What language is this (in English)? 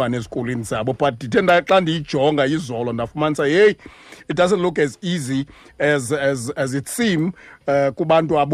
Xhosa